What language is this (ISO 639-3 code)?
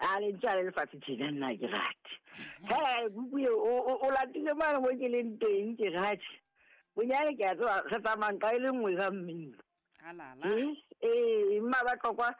sot